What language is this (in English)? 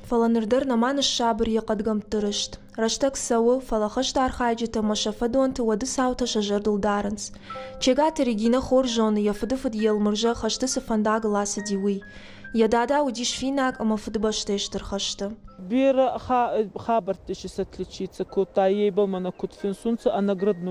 Ossetic